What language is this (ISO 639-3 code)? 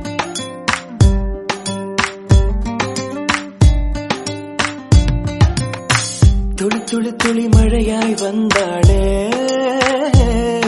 tam